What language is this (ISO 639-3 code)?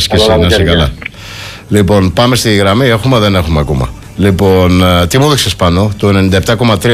ell